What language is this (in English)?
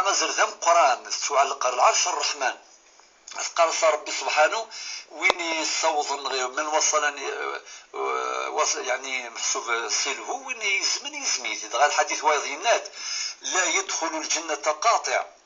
Kabyle